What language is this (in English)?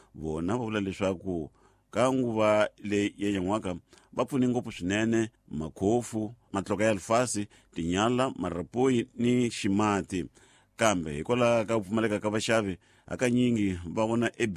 Tsonga